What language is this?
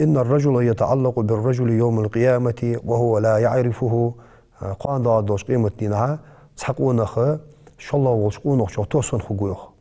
Ingush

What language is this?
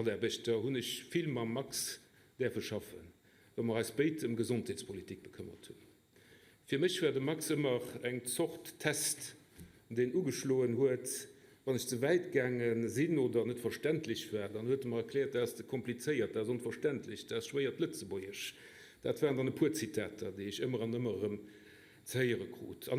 Luxembourgish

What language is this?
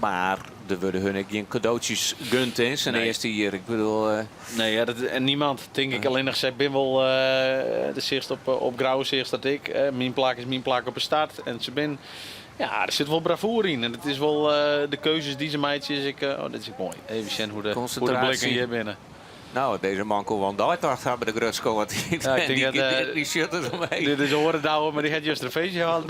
Western Frisian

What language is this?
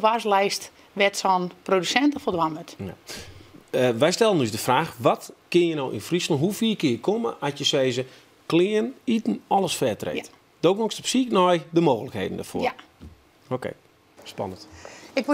Western Frisian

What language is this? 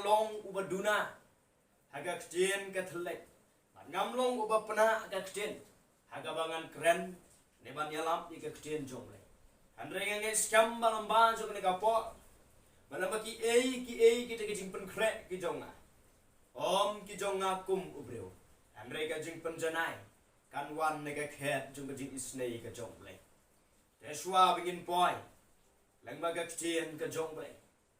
Khasi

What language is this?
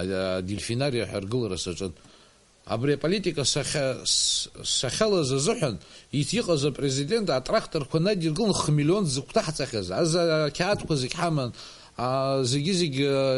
Abkhazian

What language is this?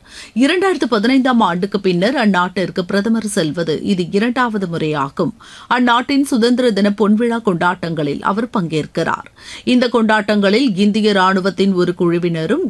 Tamil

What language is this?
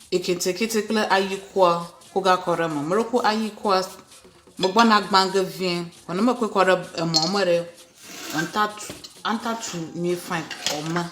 Ewe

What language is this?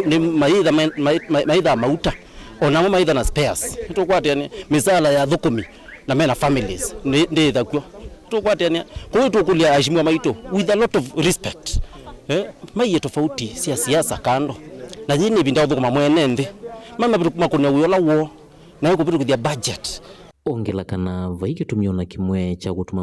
Kamba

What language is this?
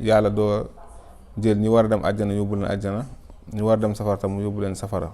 Wolof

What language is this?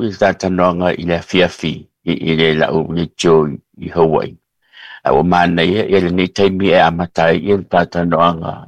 Samoan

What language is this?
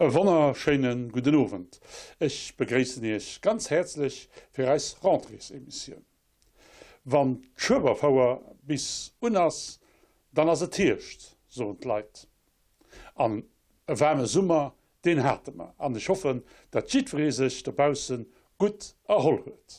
Luxembourgish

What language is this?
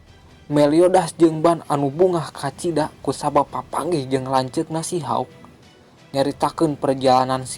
Sundanese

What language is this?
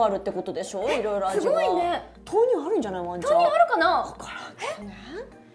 Japanese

